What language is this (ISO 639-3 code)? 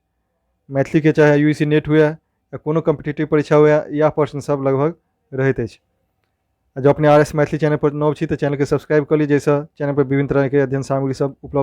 mai